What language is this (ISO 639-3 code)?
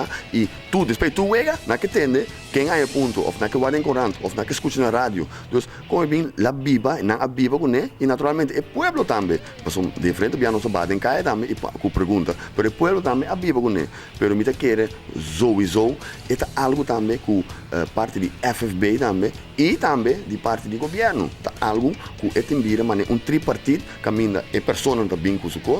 pap